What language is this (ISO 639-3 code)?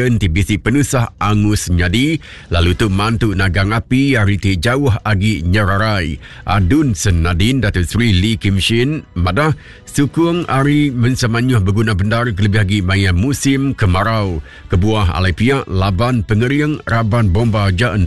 iba